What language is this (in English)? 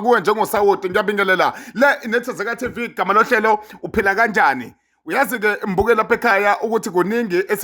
Zulu